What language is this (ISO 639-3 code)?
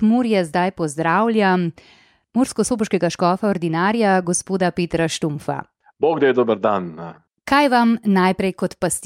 slv